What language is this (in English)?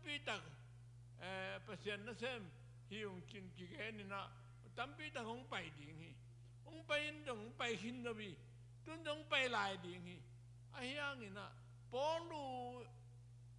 Tedim Chin